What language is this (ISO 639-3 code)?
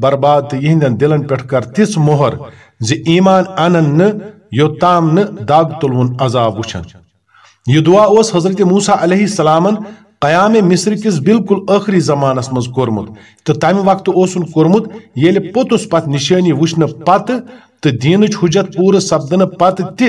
kas